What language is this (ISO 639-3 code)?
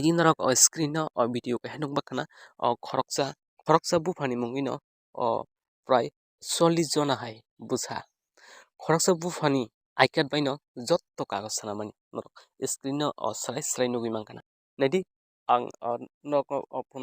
trp